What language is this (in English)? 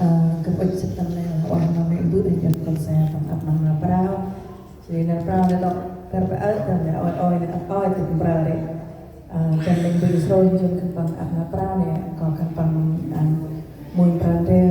Central Mnong